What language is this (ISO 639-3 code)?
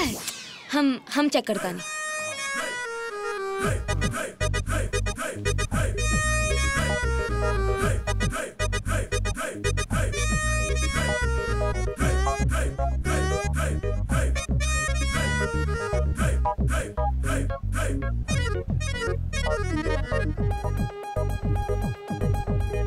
bho